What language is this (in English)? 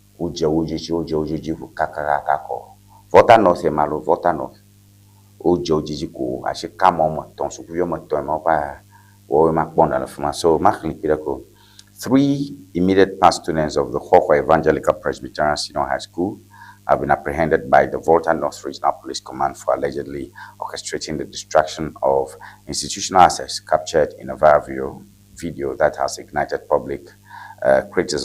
Ewe